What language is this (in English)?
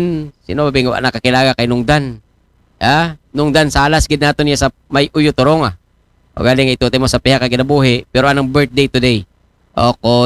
Aklanon